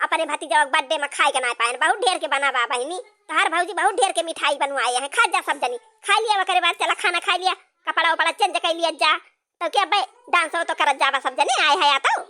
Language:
Awadhi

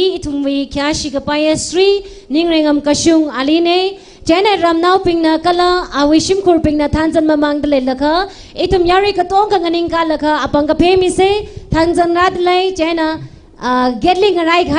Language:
Tangkhul Naga (India)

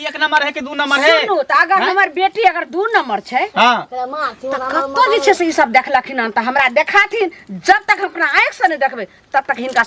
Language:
Maithili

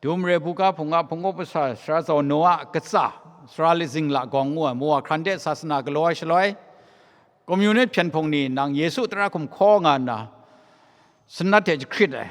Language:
Kachin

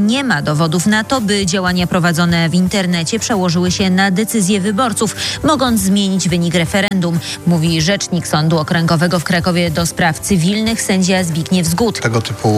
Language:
Polish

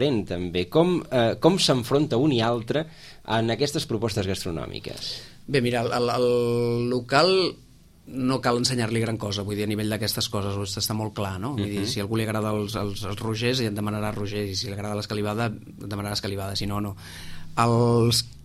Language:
Catalan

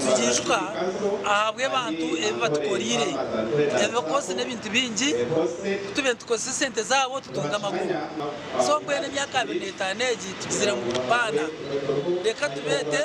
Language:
Nyankole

